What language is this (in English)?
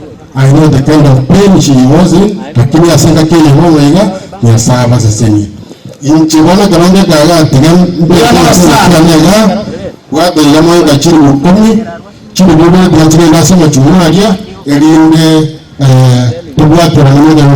Gusii